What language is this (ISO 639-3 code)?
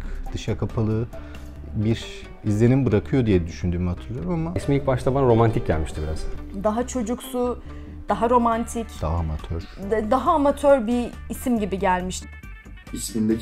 tur